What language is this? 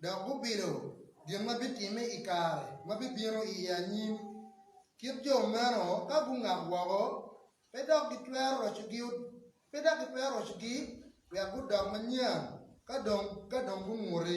Acoli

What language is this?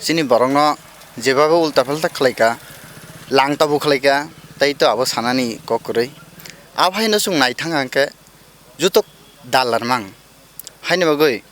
Kok Borok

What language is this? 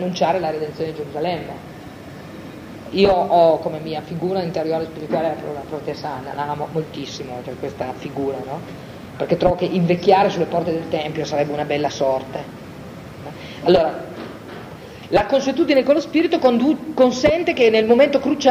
Italian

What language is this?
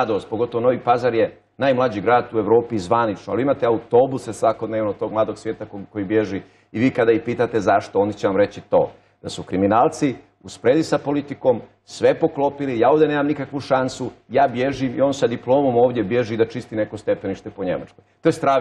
Bosnian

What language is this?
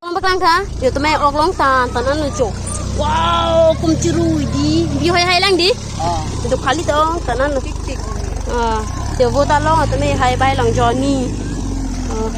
Karbi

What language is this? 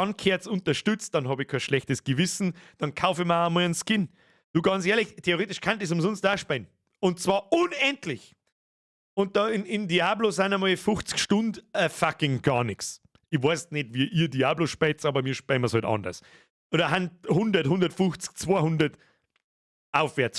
Bavarian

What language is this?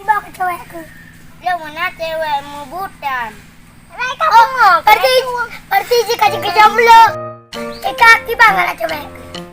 Achinese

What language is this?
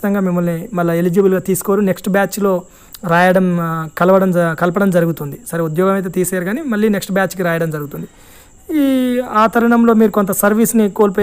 Telugu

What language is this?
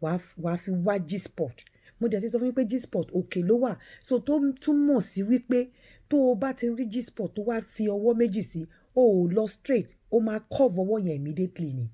Yoruba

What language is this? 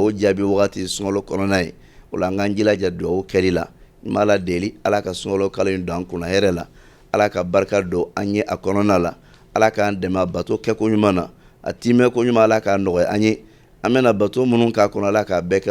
Bambara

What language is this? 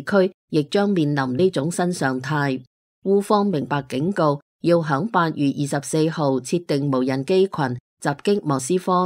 Cantonese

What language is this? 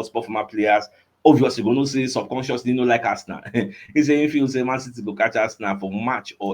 Nigerian Pidgin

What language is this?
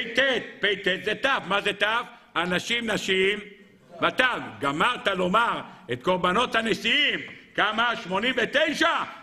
Hebrew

